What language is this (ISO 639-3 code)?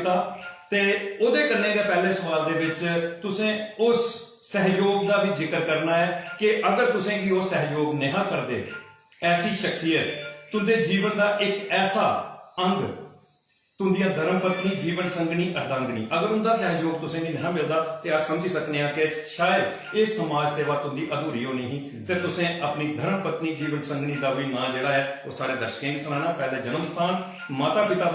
doi